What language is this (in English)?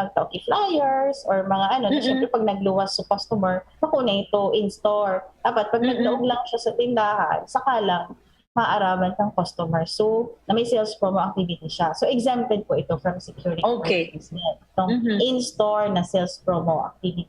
Bikol